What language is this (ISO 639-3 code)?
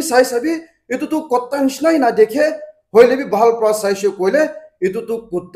nag